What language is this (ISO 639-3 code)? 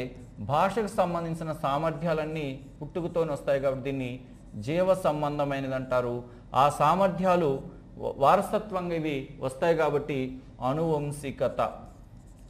tel